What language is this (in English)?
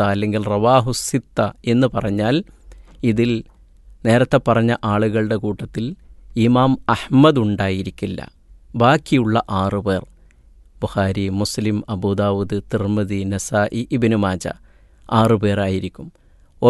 Malayalam